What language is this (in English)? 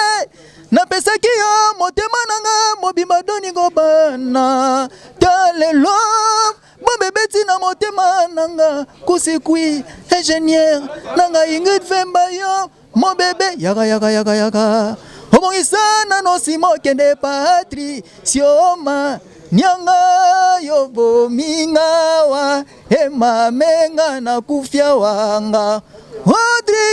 Lingala